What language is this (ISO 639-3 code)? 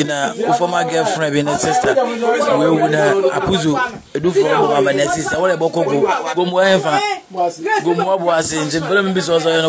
lin